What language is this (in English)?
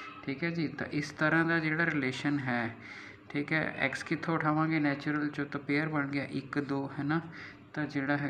Punjabi